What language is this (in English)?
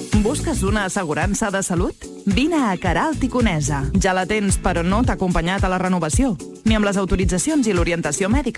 Catalan